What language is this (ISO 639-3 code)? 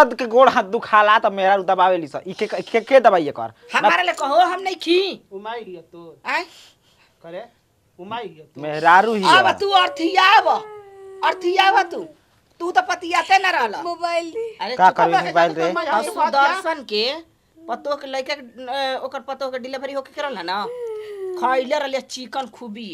bho